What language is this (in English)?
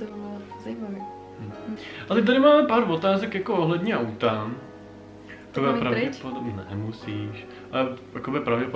Czech